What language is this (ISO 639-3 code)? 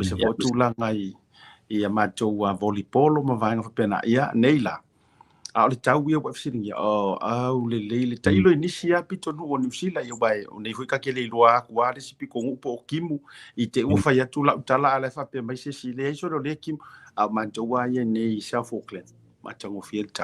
smo